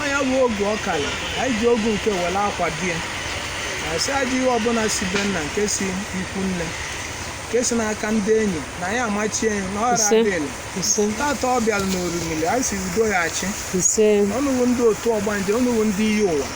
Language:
Igbo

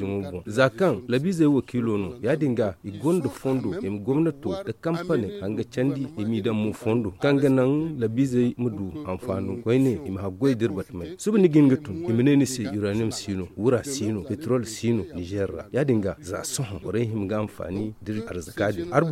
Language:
Zarma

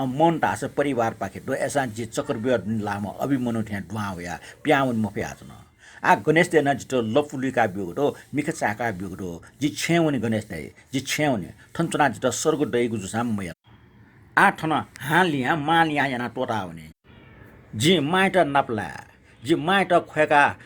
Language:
Newari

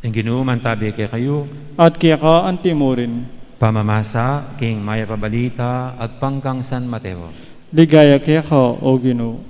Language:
Pampanga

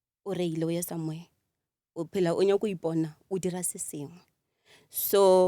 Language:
Northern Sotho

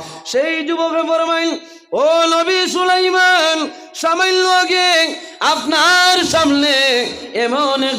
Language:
Sylheti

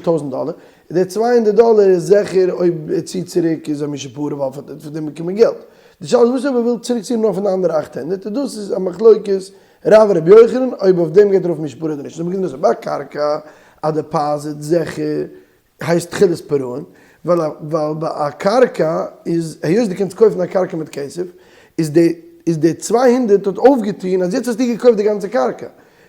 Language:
Yiddish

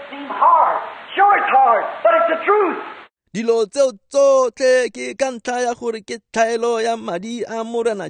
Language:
Tswana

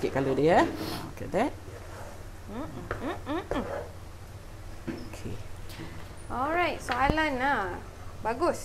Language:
Malay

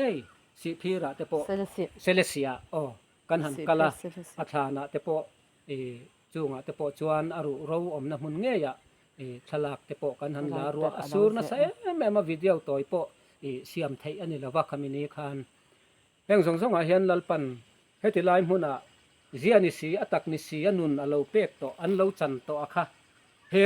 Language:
Mizo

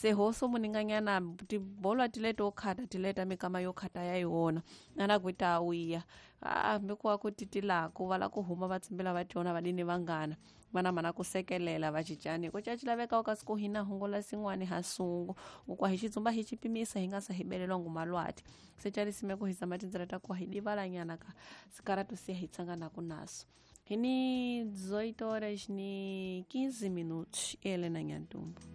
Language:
Tsonga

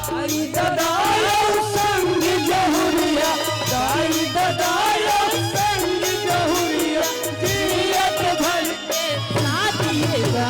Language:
Chhattisgarhi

